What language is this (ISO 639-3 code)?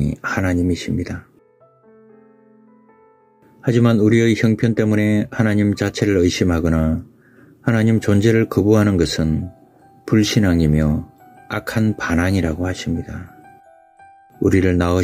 kor